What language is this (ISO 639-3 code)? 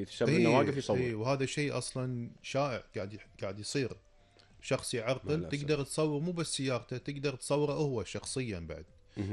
afb